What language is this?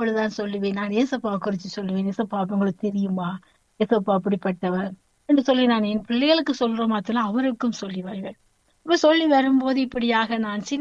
Tamil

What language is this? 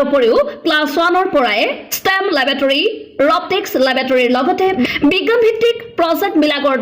Assamese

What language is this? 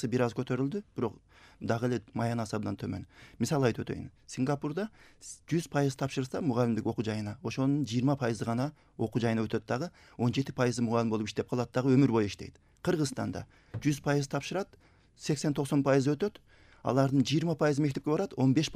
Kyrgyz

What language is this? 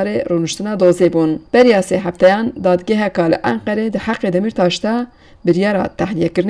Kurdish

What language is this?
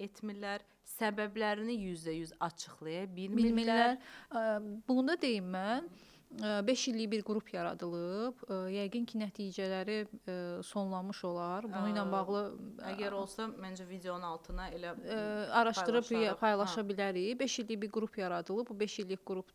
Azerbaijani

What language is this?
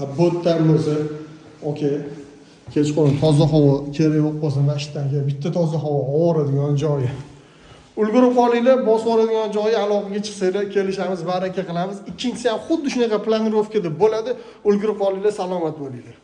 Uzbek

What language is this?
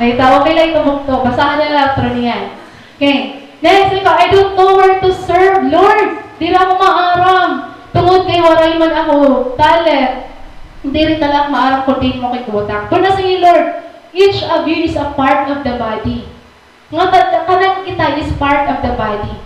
Waray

